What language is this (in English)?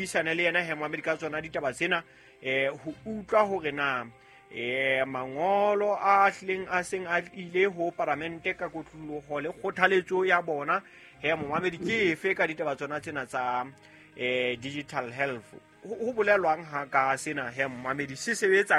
Southern Sotho